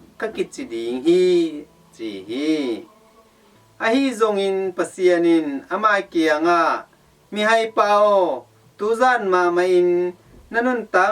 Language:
Tedim Chin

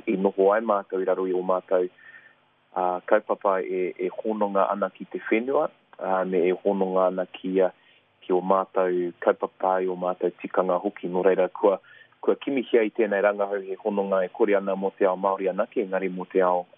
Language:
Māori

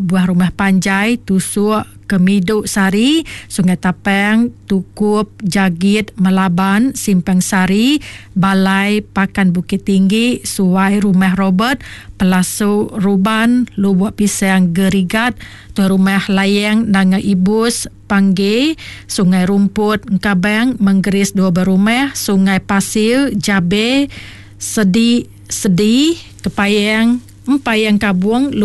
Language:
Iban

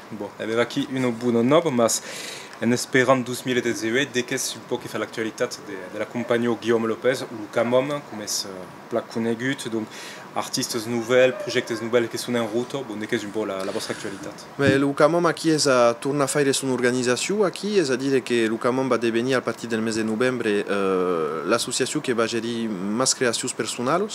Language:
Occitan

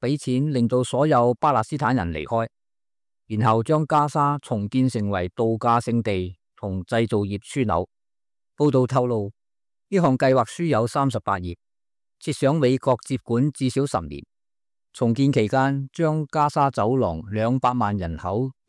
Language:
Cantonese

